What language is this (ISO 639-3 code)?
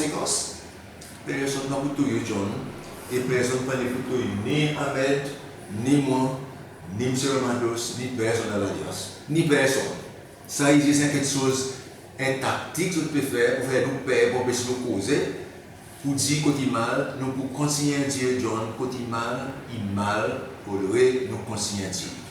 crs